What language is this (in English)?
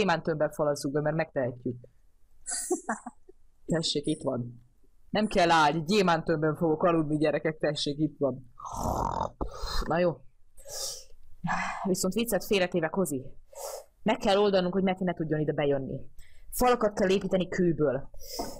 Hungarian